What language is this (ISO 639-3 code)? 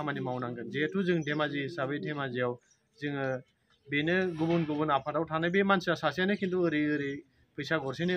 brx